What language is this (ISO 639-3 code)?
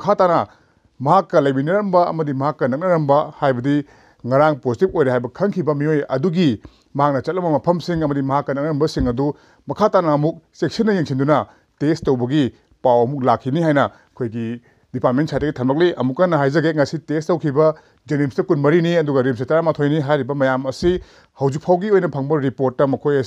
mni